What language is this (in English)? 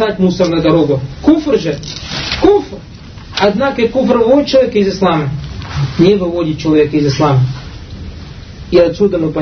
Russian